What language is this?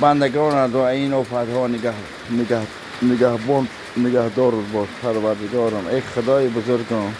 Tajik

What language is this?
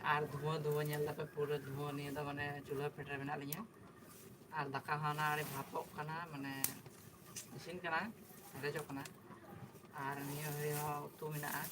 Santali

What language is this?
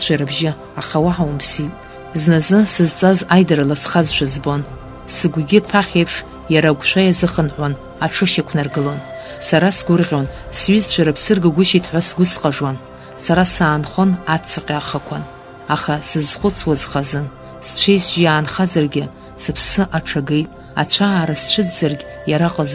Abkhazian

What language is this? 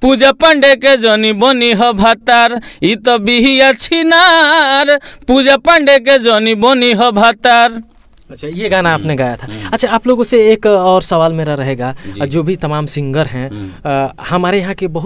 Bhojpuri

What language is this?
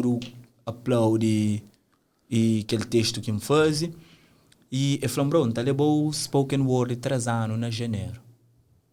Kabuverdianu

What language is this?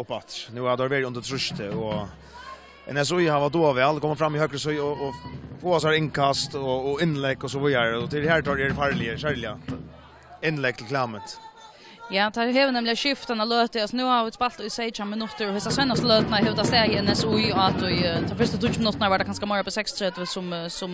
Faroese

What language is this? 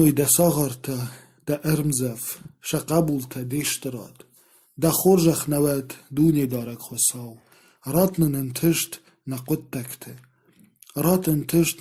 Ossetic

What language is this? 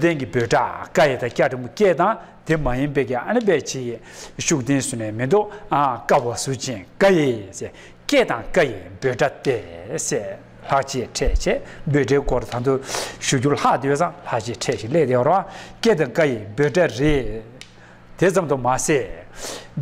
Tibetan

